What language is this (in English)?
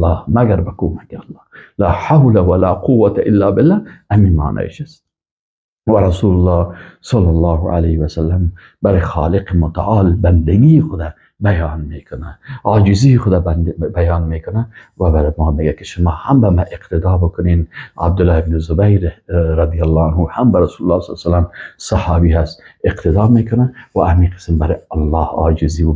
Persian